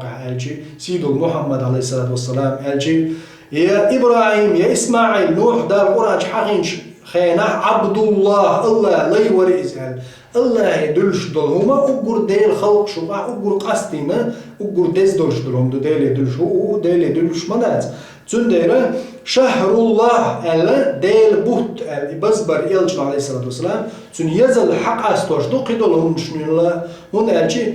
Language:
Chechen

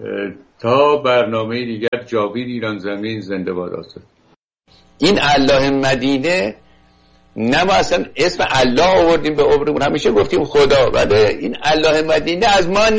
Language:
Persian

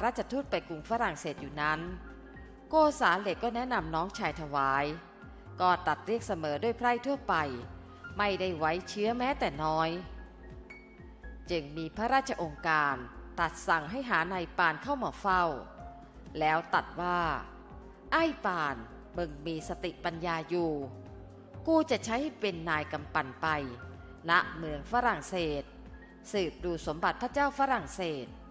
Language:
Thai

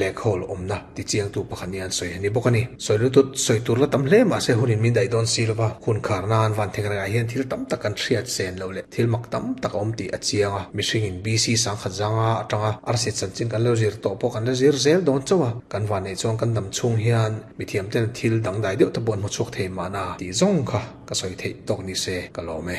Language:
Mizo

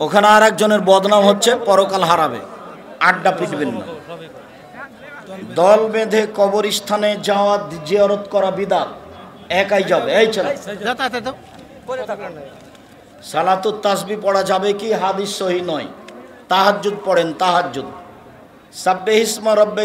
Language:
Bangla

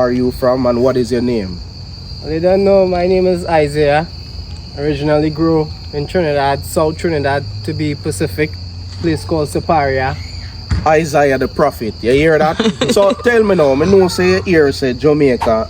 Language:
Jamaican Creole English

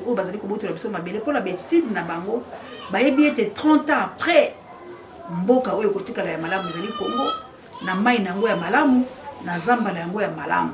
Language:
Lingala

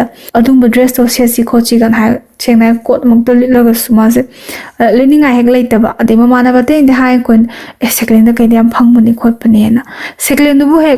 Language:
Manipuri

